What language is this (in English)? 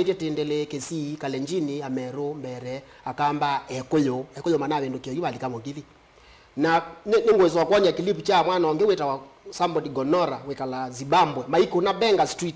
Kamba